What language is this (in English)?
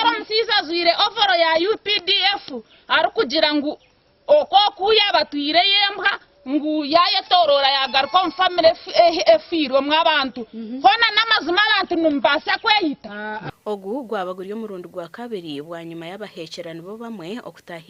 Nyankole